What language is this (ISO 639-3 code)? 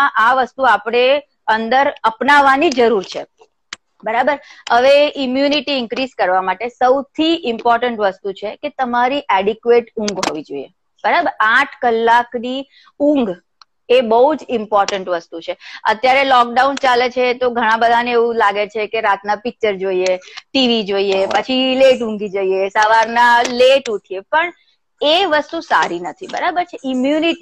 guj